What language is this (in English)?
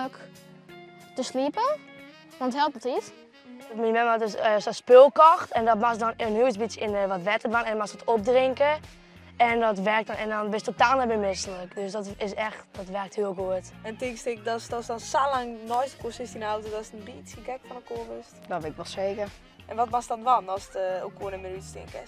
Western Frisian